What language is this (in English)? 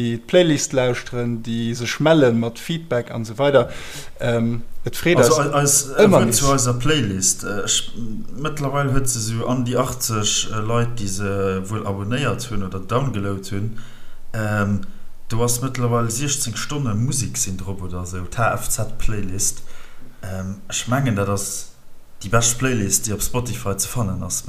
Luxembourgish